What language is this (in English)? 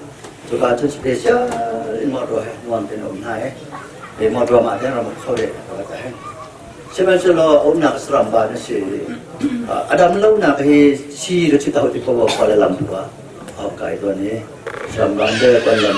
Hakha Chin